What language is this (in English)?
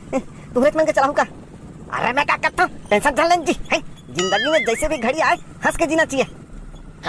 Chhattisgarhi